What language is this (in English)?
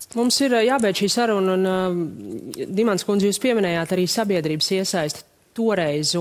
Latvian